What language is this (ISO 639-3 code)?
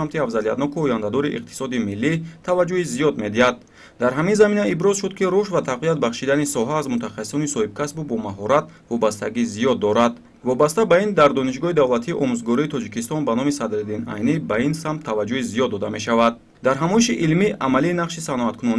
tgk